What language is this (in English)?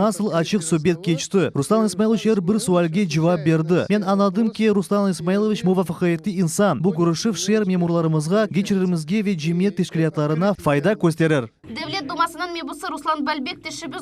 Crimean Tatar